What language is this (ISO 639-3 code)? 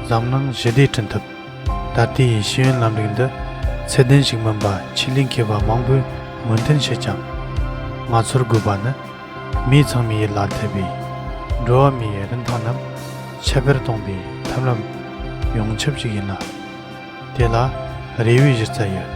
bod